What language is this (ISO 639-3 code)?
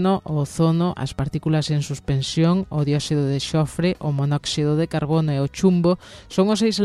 glg